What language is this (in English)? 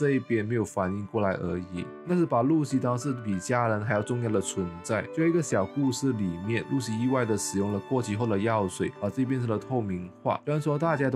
Chinese